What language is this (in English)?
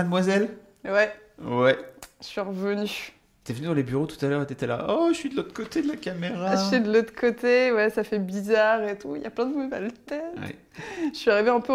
French